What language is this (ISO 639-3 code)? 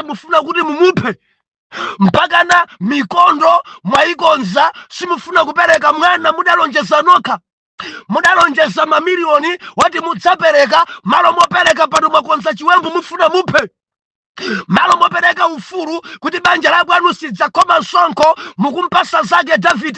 nya